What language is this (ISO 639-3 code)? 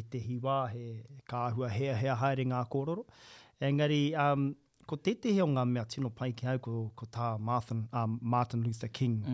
mri